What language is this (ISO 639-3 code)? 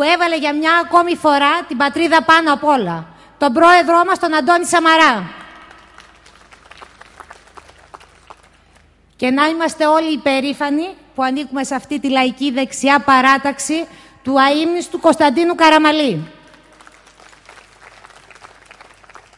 ell